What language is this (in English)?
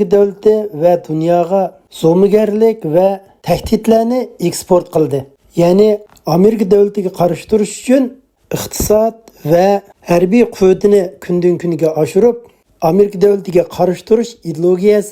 Uyghur